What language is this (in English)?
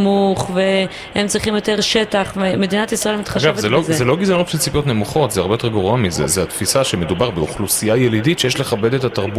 Hebrew